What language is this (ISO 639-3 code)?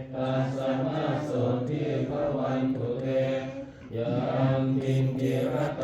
pli